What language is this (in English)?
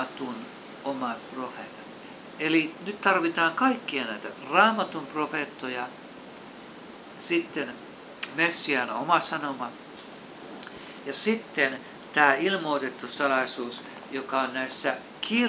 Finnish